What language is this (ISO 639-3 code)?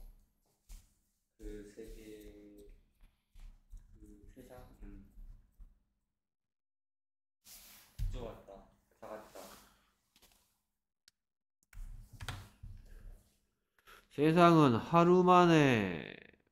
kor